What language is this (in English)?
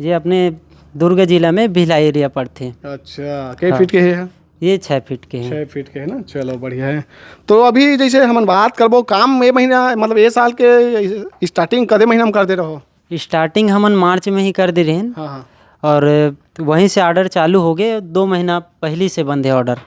Chhattisgarhi